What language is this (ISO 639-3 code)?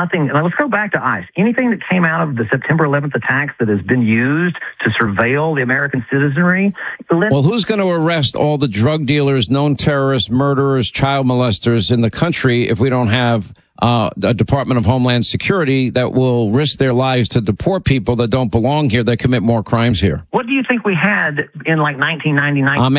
eng